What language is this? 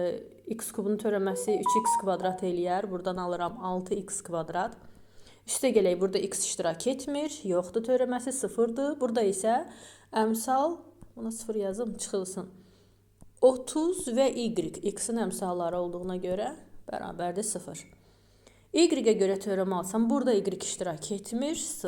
Azerbaijani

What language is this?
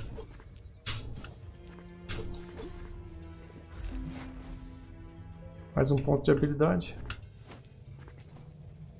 Portuguese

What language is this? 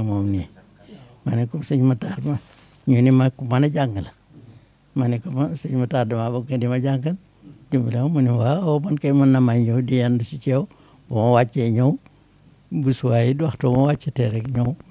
Wolof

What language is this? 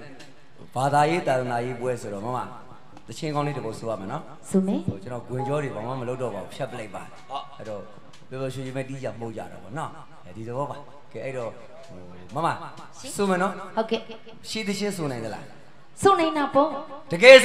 Burmese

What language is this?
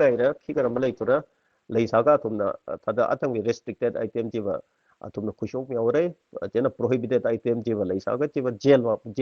Tangkhul Naga (India)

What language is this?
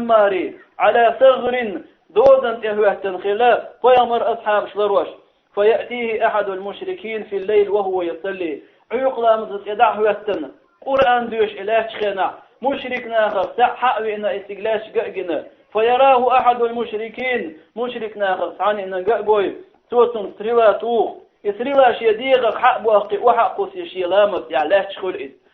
Chechen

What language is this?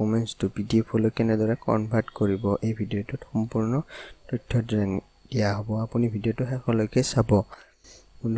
Assamese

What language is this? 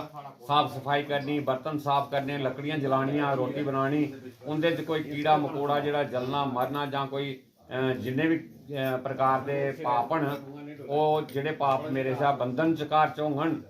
Dogri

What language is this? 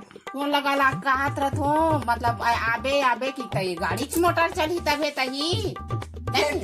Chhattisgarhi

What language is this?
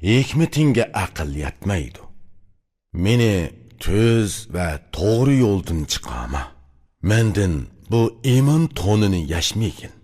Uyghur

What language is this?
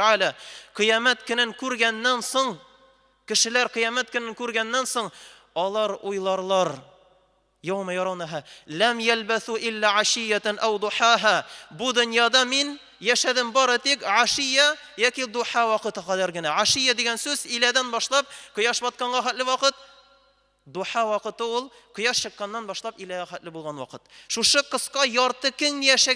Tatar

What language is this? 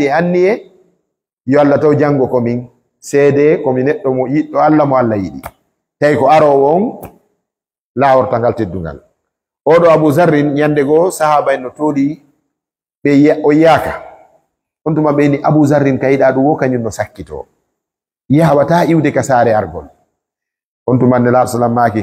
Fula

